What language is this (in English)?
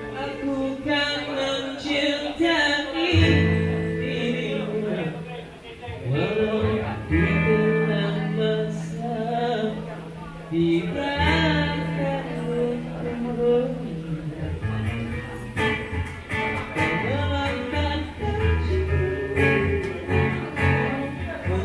Malay